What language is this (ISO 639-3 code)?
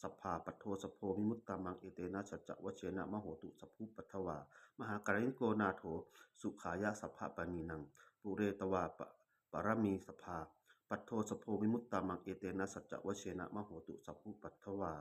pli